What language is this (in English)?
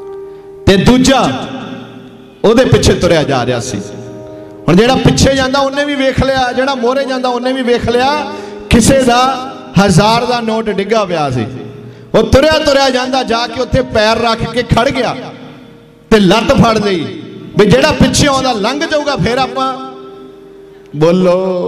Punjabi